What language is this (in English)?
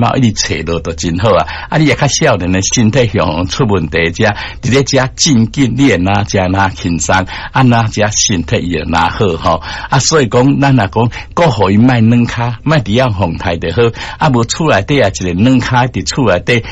Min Nan Chinese